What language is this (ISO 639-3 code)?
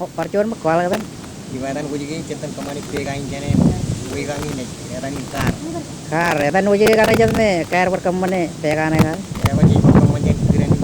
mah